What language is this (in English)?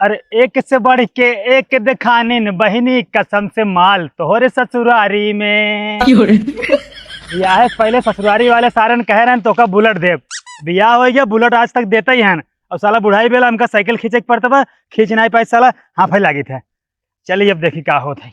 Awadhi